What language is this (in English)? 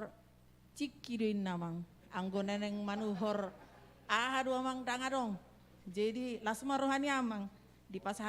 Batak Toba